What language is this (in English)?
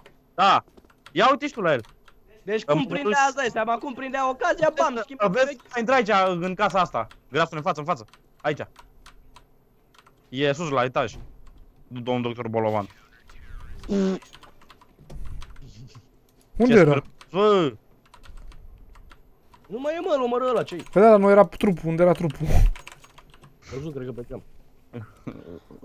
Romanian